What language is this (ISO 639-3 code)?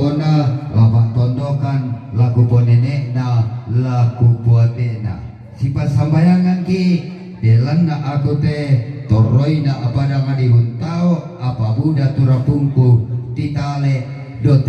sda